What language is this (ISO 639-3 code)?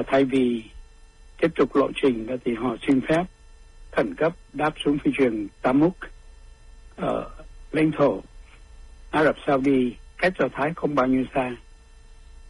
vie